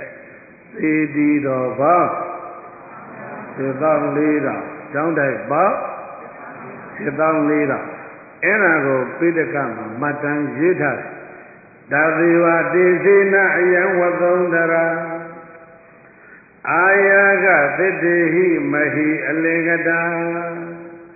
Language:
Burmese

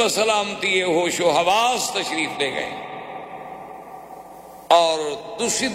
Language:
Urdu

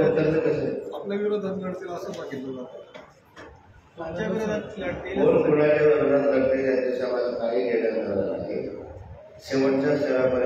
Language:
Marathi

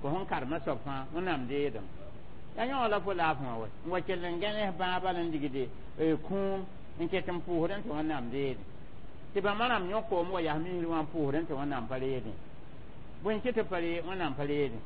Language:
Mossi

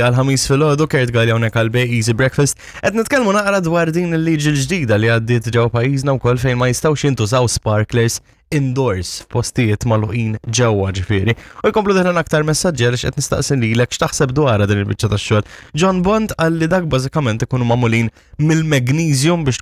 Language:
Maltese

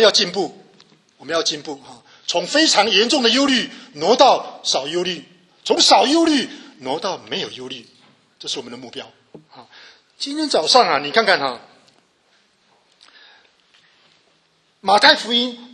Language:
Chinese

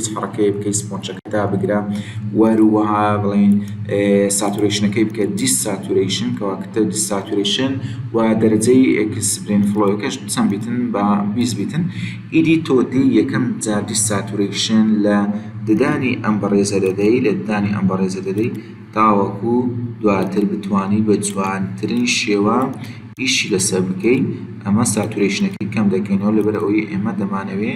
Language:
Central Kurdish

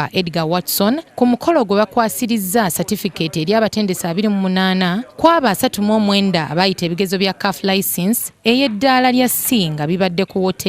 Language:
Ganda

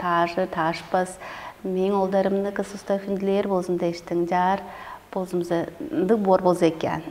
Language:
Tuvinian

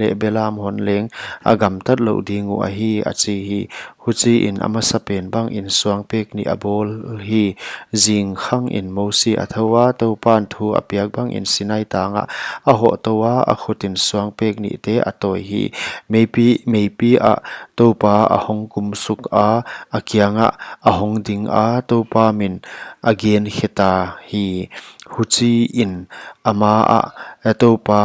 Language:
Paite Chin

